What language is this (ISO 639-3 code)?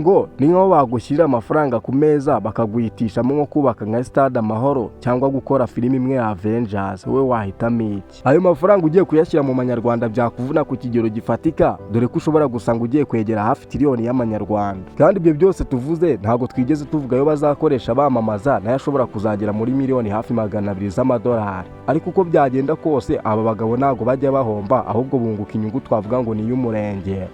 kin